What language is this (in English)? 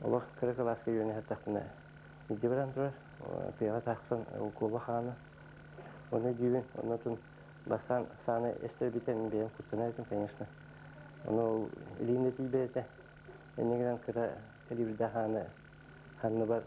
Yakut